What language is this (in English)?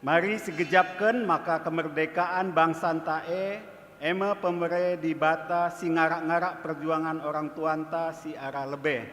Batak Karo